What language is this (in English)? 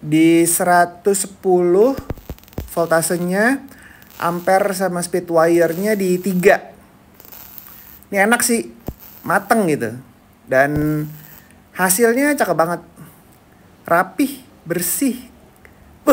Indonesian